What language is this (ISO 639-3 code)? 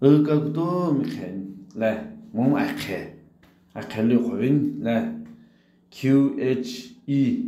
nsm